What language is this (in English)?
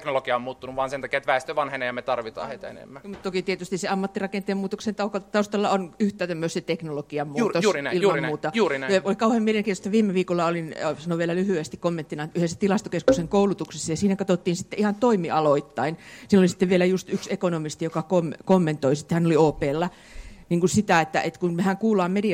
Finnish